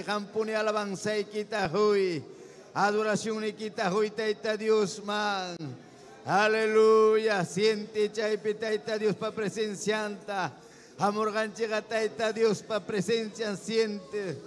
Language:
Ayacucho Quechua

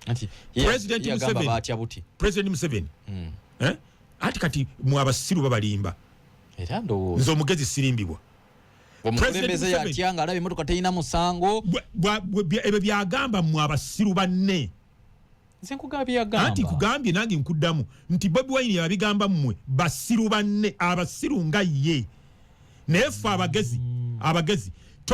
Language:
Ganda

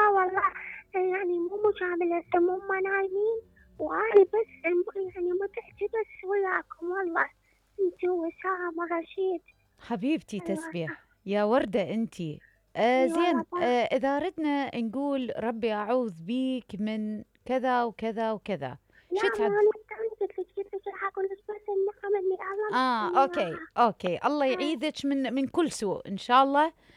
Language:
Mesopotamian Arabic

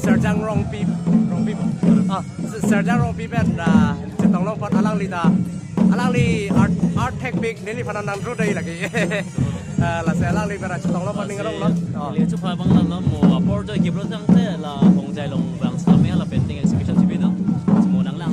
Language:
Karbi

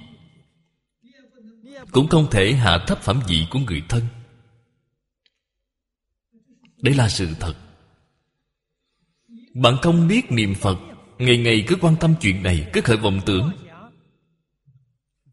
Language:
Vietnamese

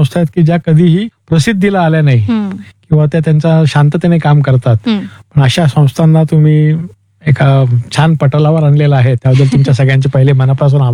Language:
Marathi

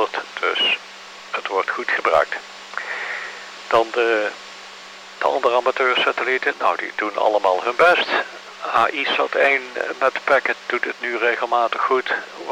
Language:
Dutch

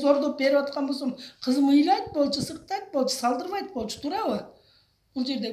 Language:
Kyrgyz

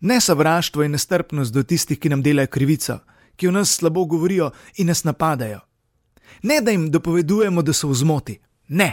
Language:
Slovenian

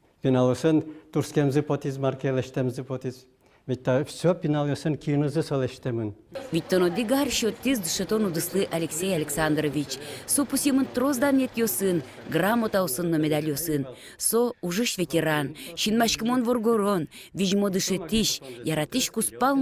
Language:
Udmurt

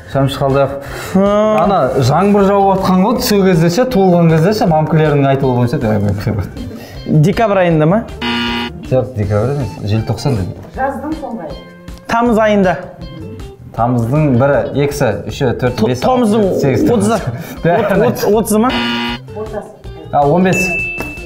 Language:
Kazakh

